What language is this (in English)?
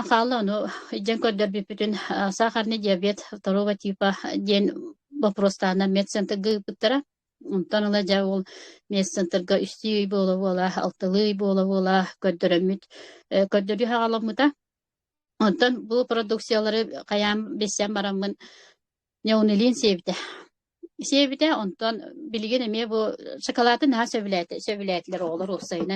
Yakut